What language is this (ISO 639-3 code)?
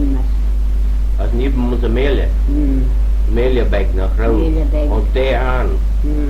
glv